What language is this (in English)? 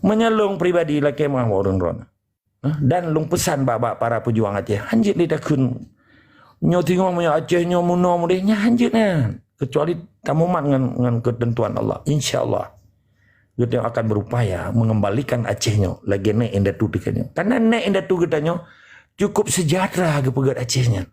Achinese